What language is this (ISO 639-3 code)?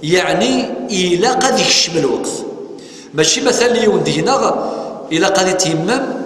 kab